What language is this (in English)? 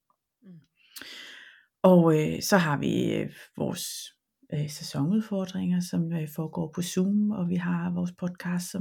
Danish